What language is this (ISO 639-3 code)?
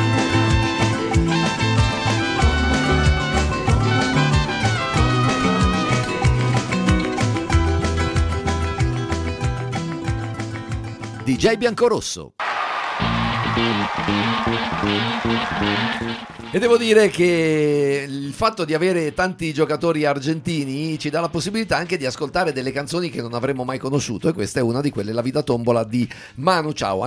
ita